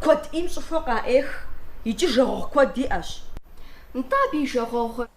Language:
Kabardian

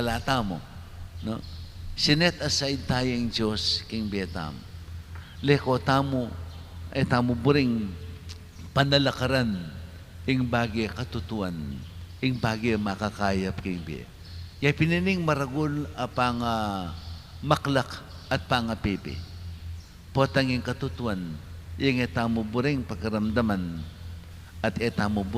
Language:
Pampanga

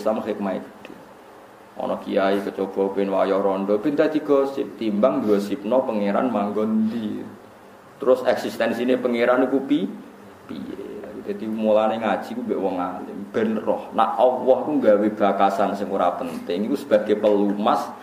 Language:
Javanese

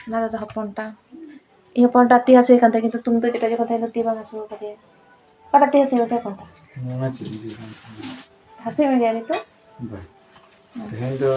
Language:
Santali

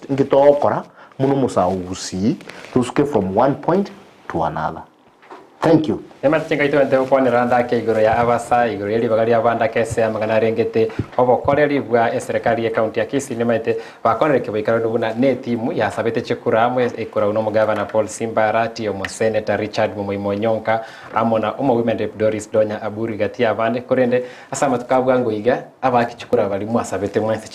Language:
Gusii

